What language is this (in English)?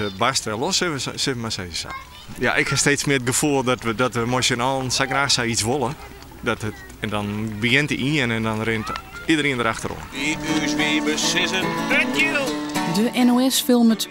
Western Frisian